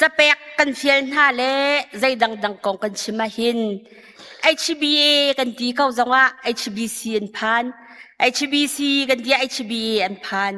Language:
Hakha Chin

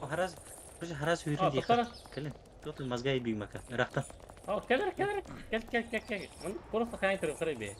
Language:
Yakut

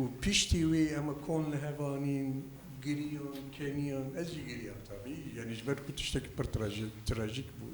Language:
Kurdish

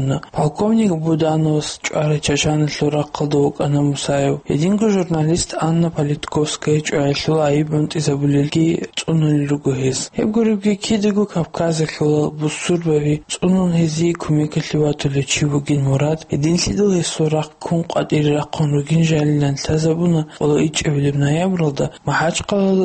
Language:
Avaric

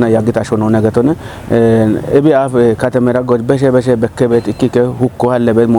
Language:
Kafa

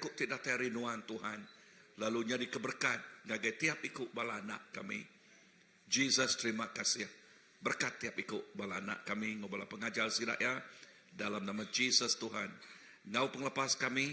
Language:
Iban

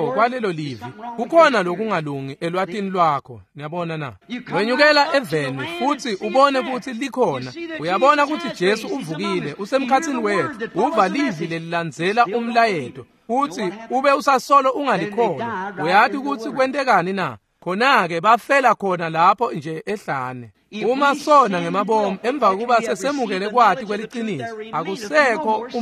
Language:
Swati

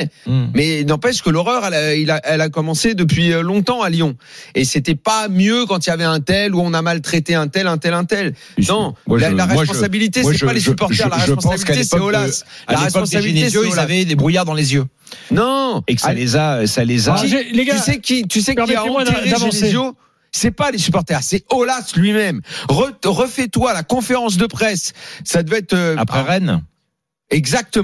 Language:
French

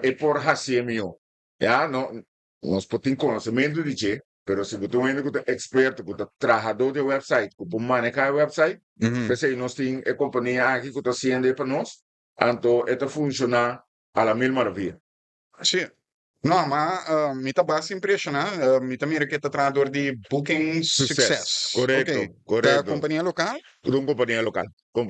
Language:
Papiamento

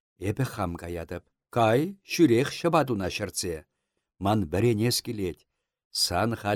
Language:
Chuvash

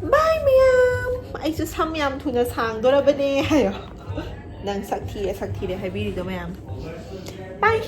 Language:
Manipuri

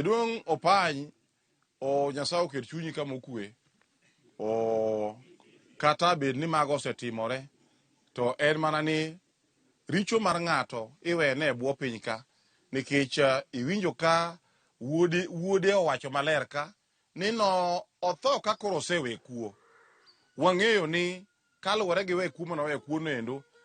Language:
Luo (Kenya and Tanzania)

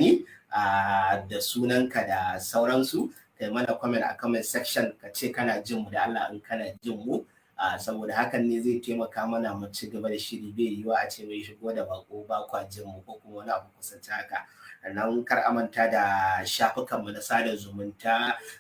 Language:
Hausa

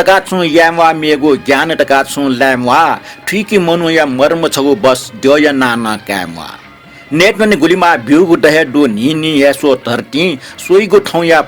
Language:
Newari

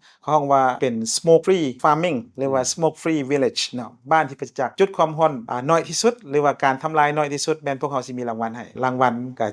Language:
Lao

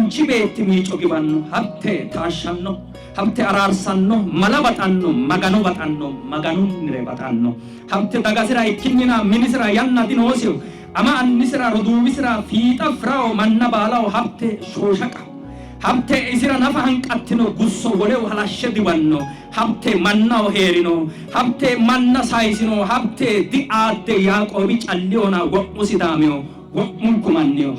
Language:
Sidamo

